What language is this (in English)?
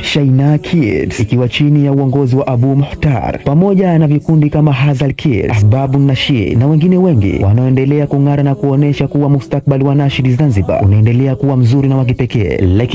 Swahili